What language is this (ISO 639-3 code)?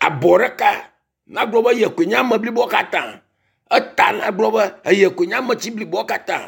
ewe